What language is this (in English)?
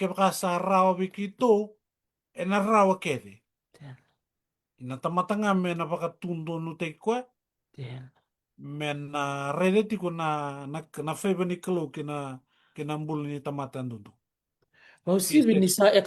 Fijian